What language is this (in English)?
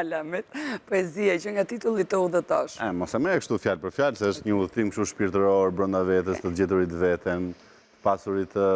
Albanian